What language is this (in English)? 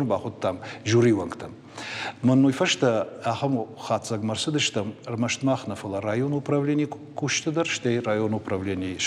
Ossetic